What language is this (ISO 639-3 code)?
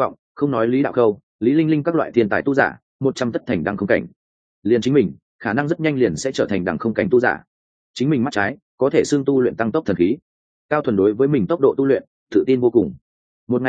vie